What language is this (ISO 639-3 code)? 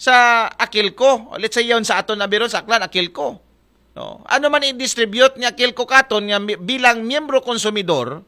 akl